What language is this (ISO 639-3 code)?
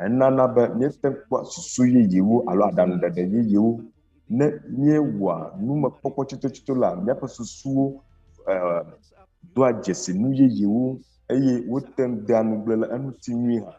ewe